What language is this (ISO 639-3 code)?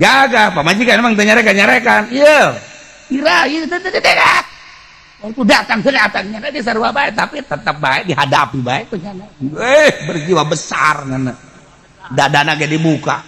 sun